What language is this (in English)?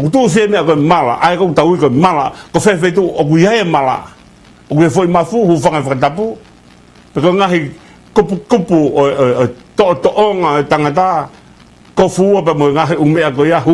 Tongan